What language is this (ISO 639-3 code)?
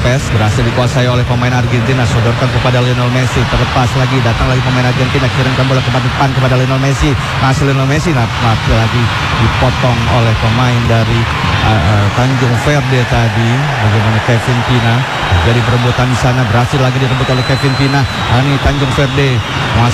ind